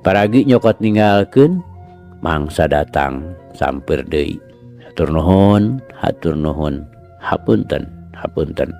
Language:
Sundanese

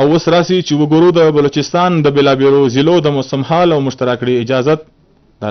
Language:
Pashto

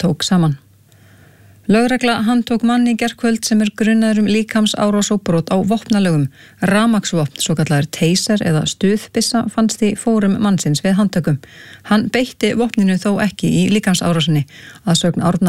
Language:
Icelandic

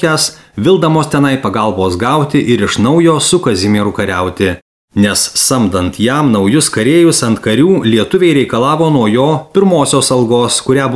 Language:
Lithuanian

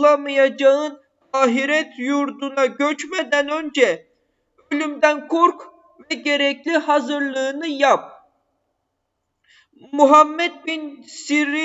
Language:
Turkish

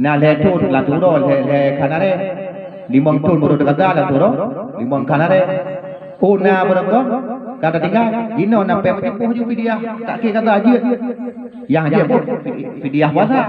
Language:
Achinese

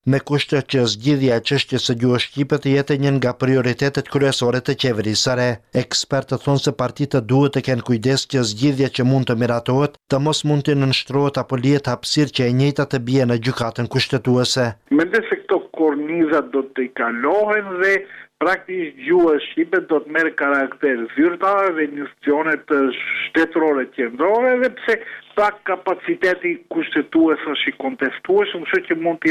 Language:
Albanian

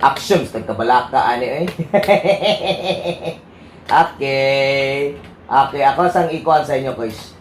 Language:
Cebuano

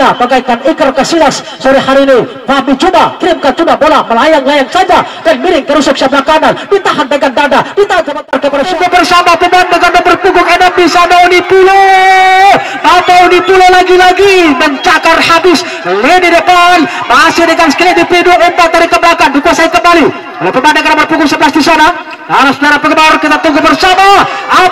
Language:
Indonesian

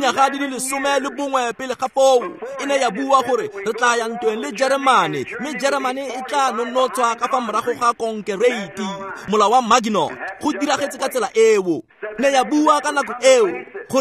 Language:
Tswana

